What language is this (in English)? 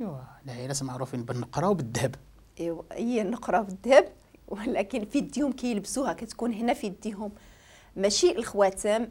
Moroccan Arabic